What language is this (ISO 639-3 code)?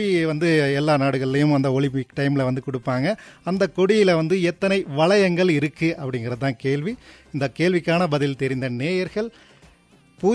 tam